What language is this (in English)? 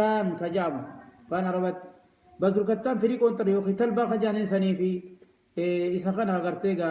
Oromo